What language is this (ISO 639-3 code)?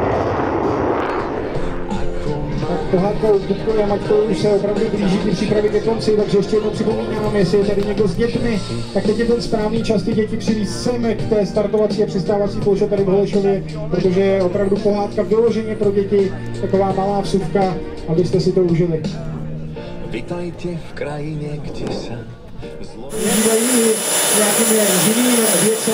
ces